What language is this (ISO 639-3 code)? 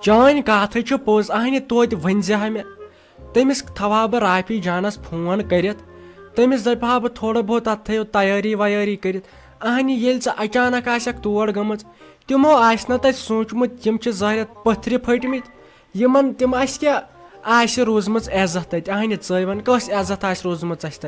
kas